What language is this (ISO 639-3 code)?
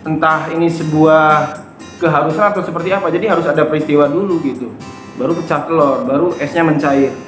ind